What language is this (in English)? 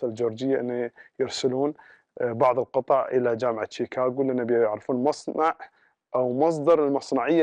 Gulf Arabic